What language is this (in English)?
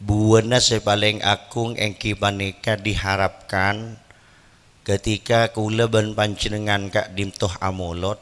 Madurese